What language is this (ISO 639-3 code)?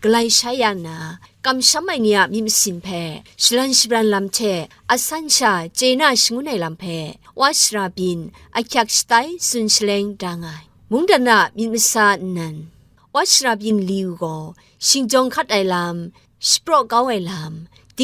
kac